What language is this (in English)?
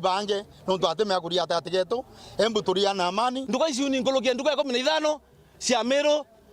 Meru